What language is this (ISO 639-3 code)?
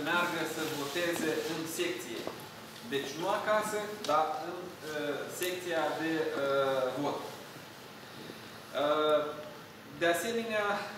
ron